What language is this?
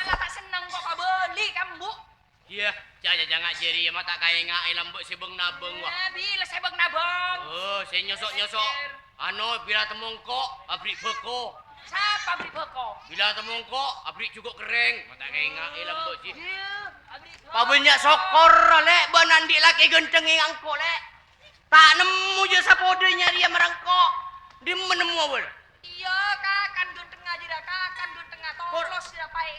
Madurese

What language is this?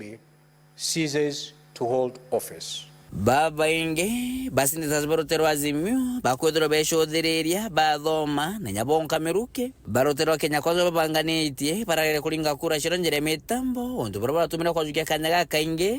Meru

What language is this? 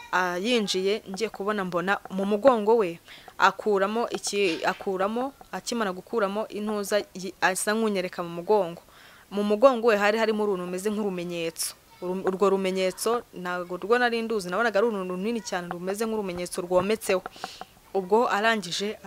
Kinyarwanda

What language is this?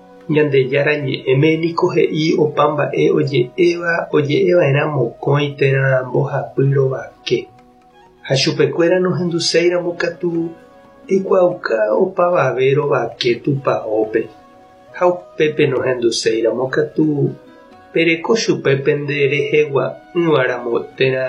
Guarani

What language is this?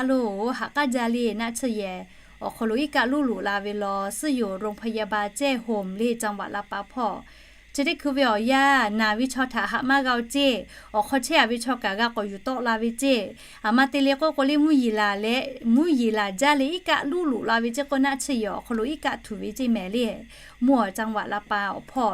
Lahu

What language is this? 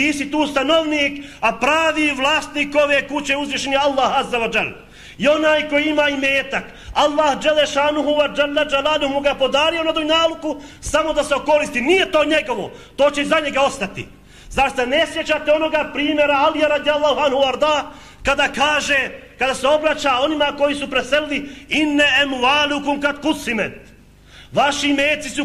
Bosnian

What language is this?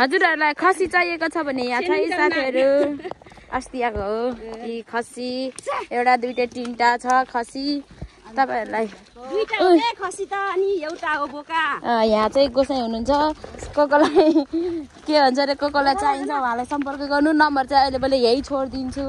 Nepali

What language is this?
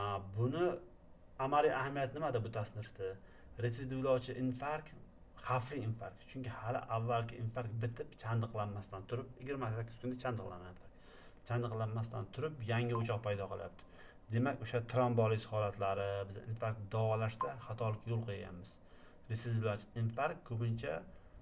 Uzbek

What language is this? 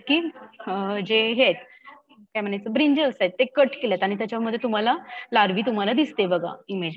Marathi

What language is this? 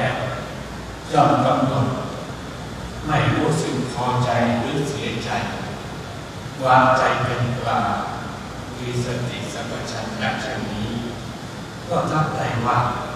Thai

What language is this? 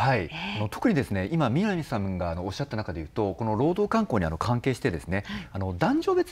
Japanese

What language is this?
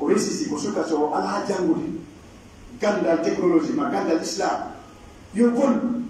Pular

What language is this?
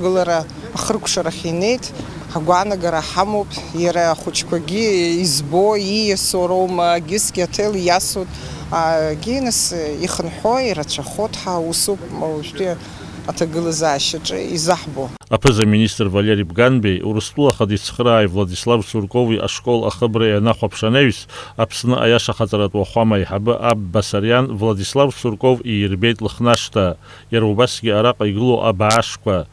Abkhazian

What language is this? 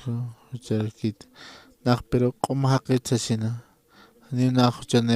Aymara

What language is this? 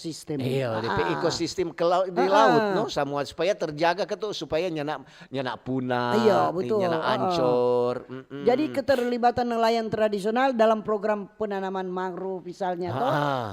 Manado Malay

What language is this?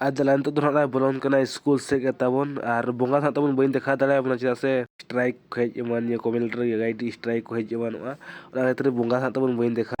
Santali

